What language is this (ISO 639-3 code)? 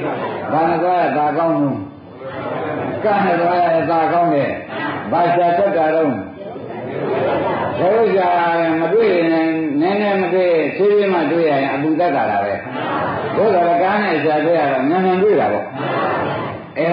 mya